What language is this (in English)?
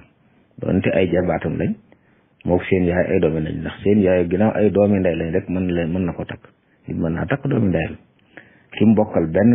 Wolof